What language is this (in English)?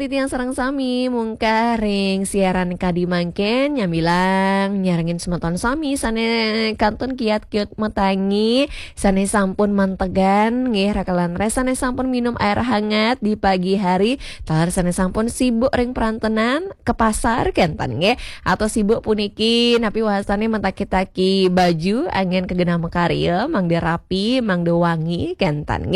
Balinese